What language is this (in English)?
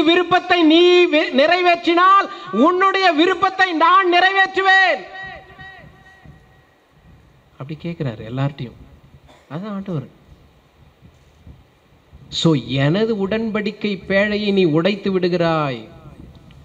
Tamil